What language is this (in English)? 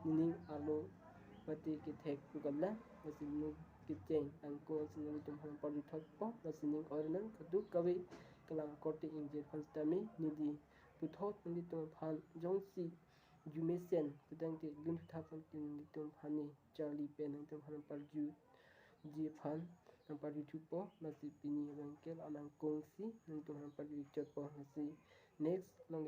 Karbi